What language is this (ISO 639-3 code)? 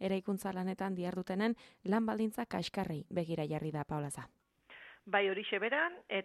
eus